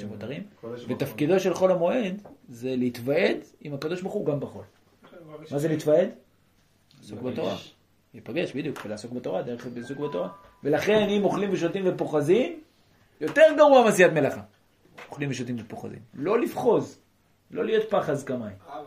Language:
Hebrew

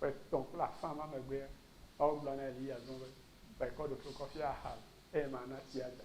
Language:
Ewe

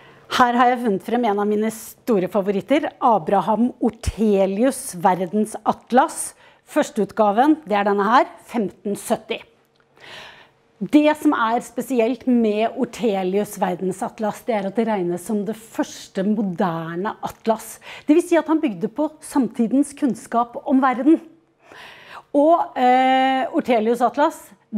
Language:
Norwegian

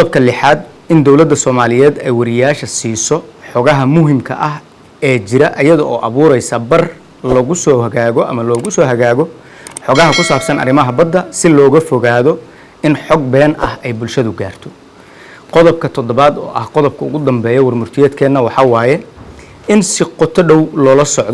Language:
Somali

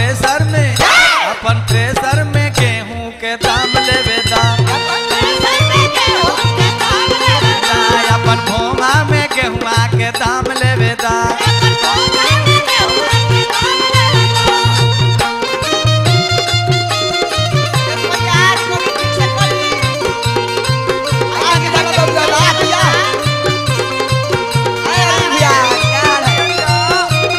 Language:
Bhojpuri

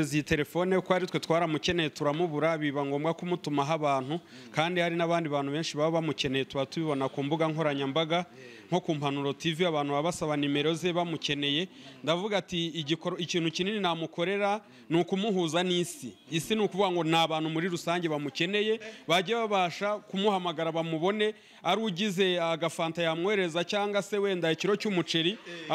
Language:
Kinyarwanda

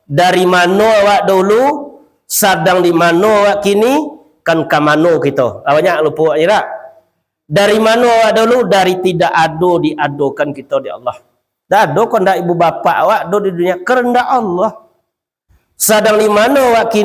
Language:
Minangkabau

